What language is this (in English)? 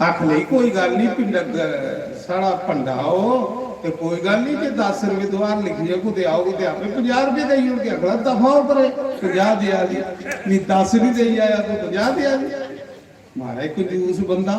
Dogri